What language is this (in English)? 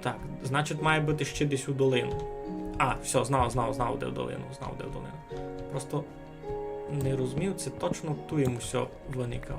Rusyn